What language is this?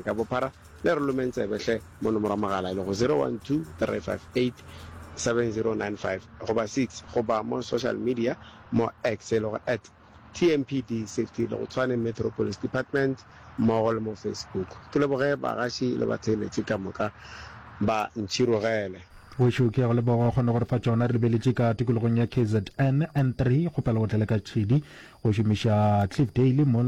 Northern Sotho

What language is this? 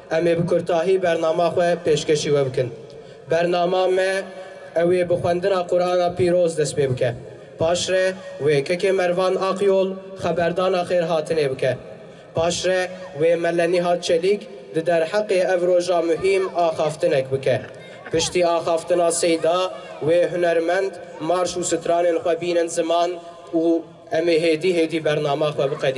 Kurdish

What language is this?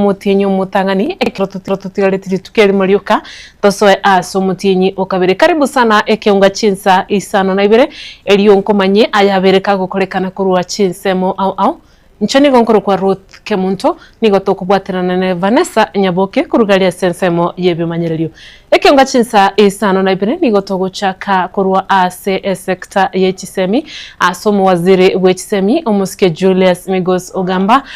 Gusii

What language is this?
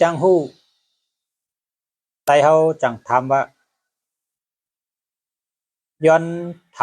Shan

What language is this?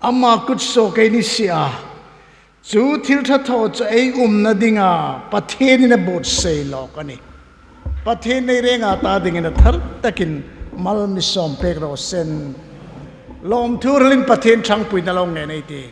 Hmar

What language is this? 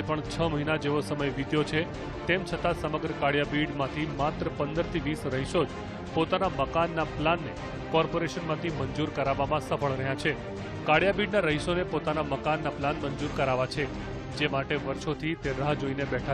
Gujarati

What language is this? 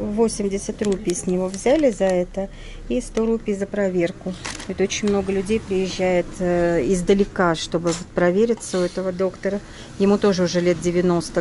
Russian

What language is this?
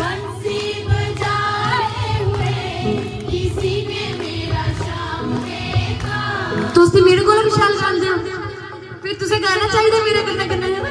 Dogri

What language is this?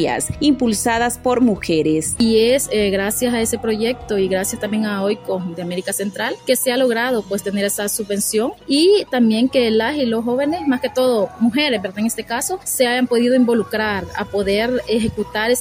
Spanish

